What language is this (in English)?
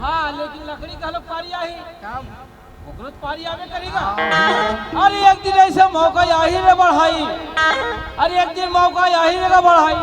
Chhattisgarhi